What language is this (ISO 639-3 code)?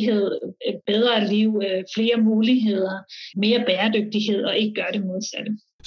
dan